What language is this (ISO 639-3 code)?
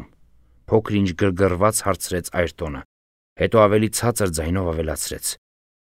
hye